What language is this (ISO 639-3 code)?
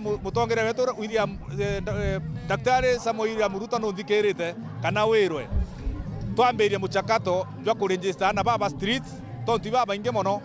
mer